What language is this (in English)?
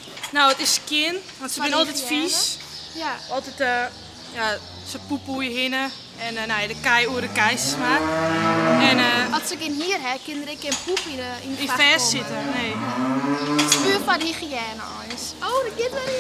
Western Frisian